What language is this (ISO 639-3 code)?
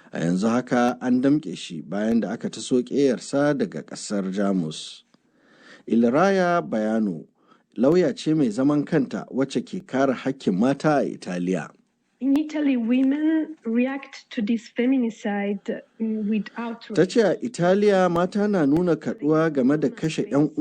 hau